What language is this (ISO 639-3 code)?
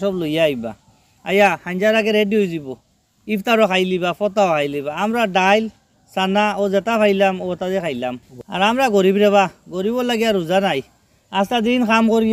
syl